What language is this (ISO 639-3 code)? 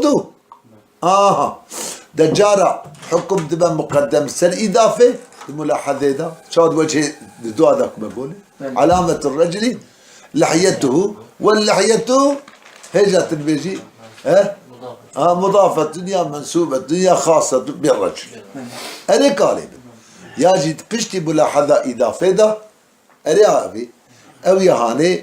kur